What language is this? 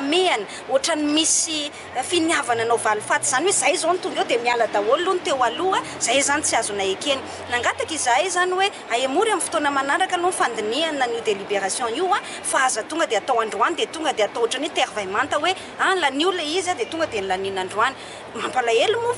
Malagasy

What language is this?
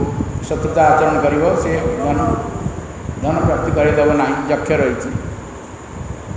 Odia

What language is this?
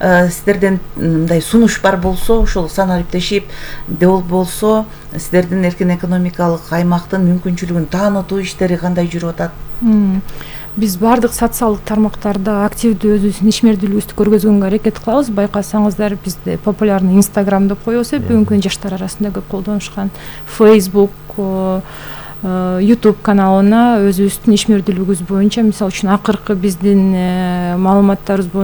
Kyrgyz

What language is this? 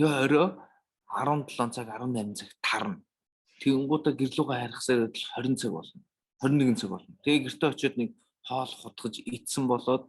Mongolian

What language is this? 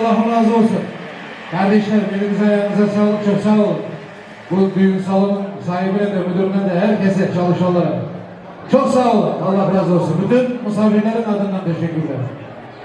Turkmen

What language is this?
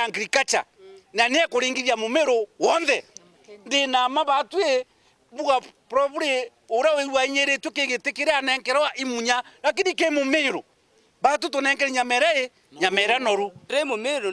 Meru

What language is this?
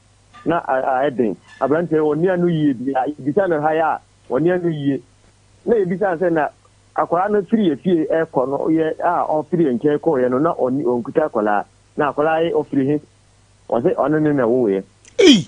Akan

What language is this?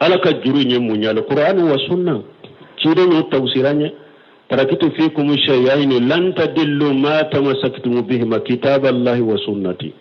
Bambara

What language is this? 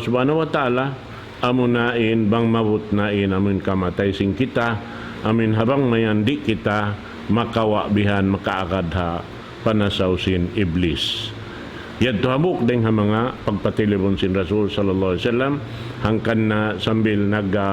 Tausug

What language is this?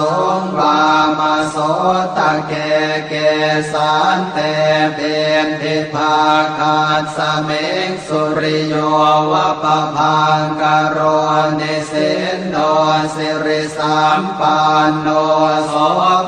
Pali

